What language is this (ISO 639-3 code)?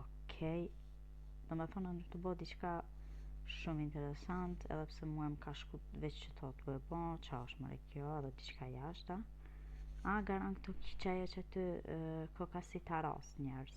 sqi